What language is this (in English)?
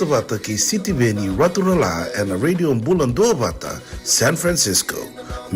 Fijian